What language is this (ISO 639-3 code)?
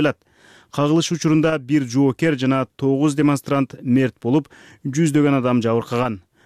kir